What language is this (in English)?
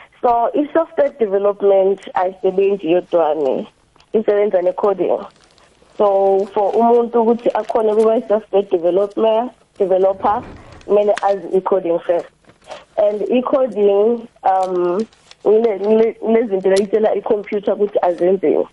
South Ndebele